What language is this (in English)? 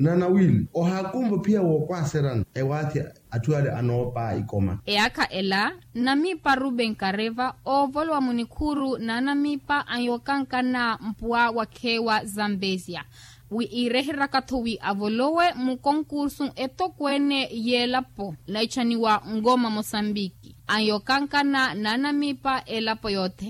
Makhuwa